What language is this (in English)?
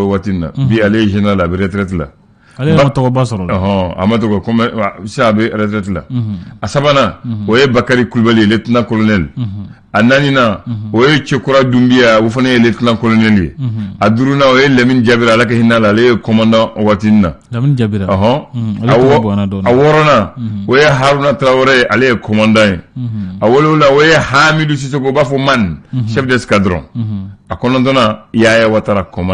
Bambara